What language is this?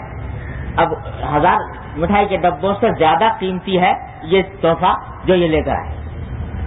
Urdu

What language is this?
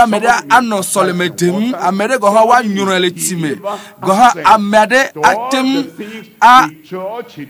Ewe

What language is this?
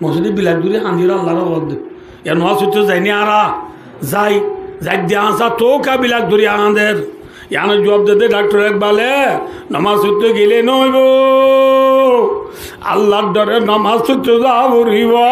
Rohingya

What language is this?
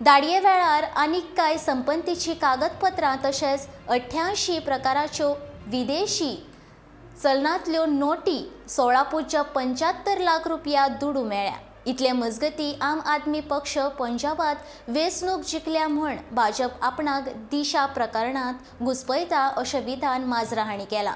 Konkani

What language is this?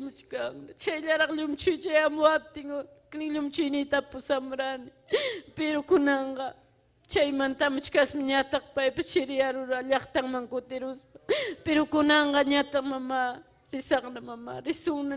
Ayacucho Quechua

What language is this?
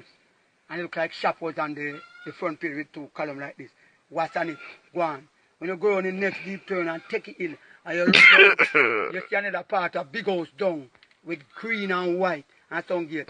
Jamaican Creole English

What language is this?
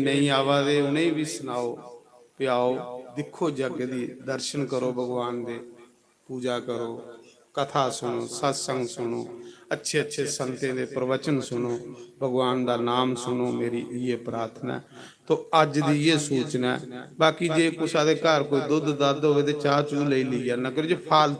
Dogri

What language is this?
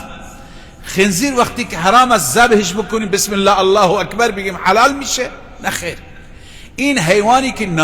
Persian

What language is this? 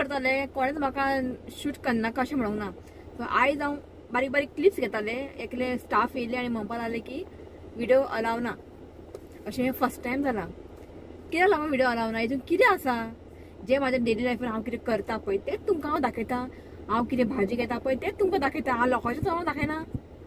Konkani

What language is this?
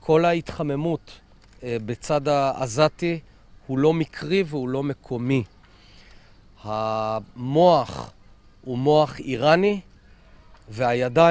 Hebrew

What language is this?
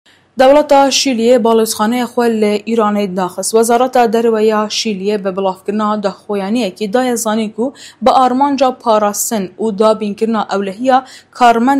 Kurdish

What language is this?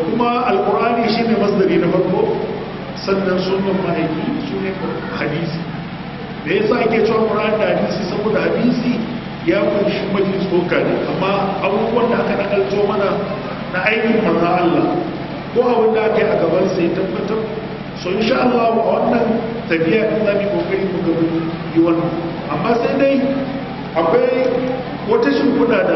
Hausa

